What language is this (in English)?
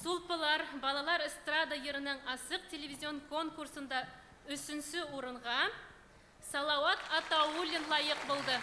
Bashkir